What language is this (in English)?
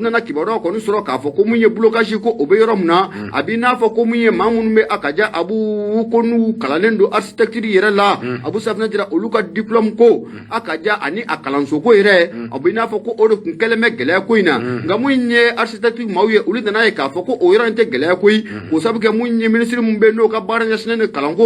Bambara